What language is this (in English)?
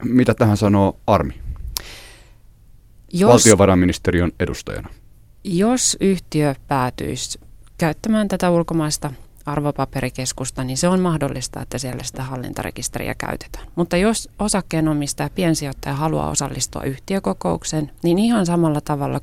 Finnish